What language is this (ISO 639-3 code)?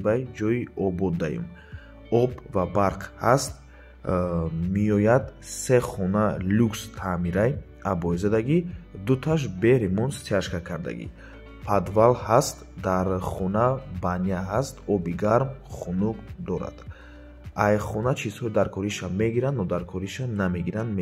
tgk